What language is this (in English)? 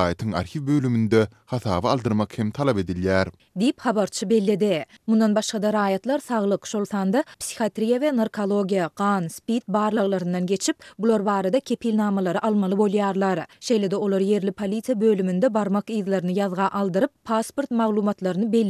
Turkmen